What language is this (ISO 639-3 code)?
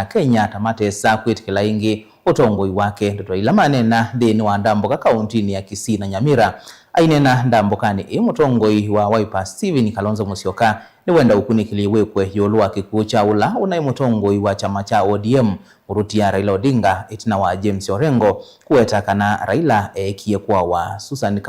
kam